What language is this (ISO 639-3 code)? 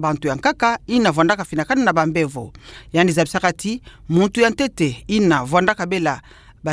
ktu